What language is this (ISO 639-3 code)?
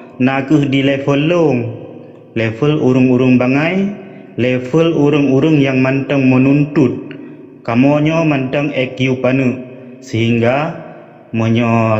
ace